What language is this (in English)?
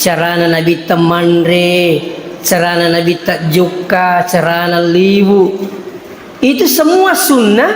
Buginese